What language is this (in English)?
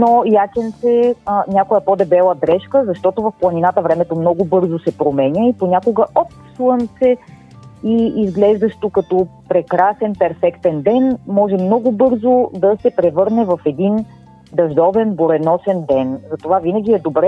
Bulgarian